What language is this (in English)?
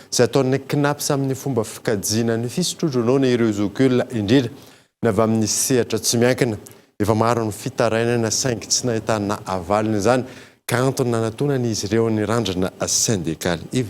Malagasy